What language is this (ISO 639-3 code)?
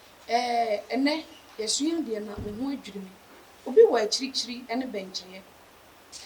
aka